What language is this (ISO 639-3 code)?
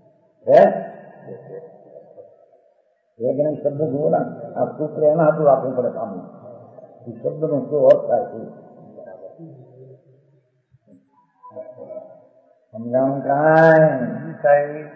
guj